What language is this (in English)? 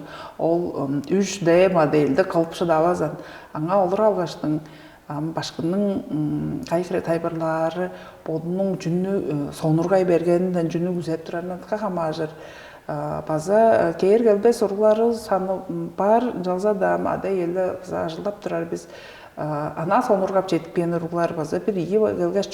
Tuvinian